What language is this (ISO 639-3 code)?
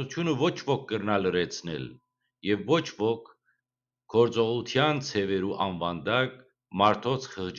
hyw